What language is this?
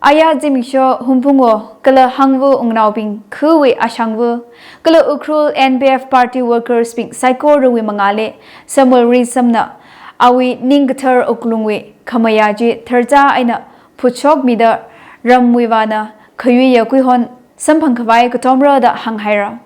Tangkhul Naga (India)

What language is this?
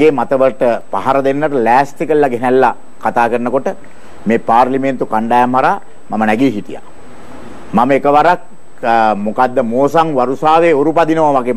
Sinhala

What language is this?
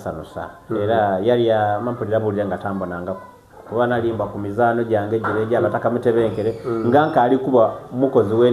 Soga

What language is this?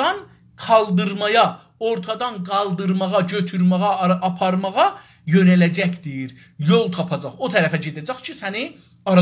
South Azerbaijani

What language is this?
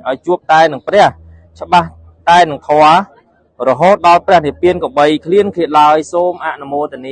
Khmer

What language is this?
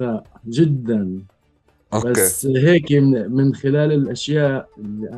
North Levantine Arabic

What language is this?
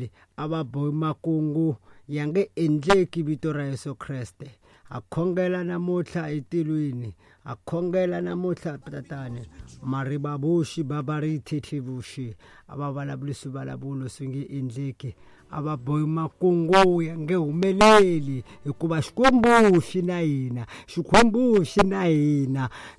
Tsonga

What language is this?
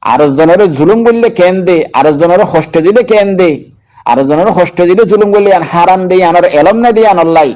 Rohingya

